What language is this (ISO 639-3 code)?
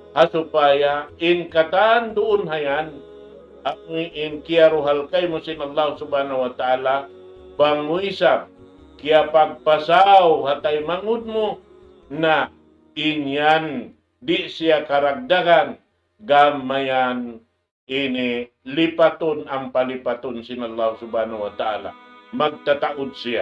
tsg